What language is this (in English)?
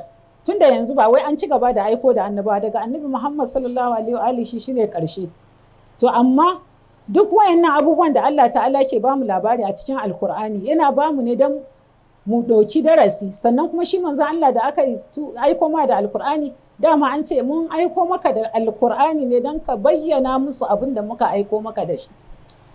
Hausa